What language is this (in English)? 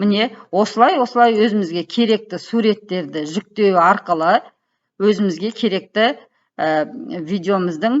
Kazakh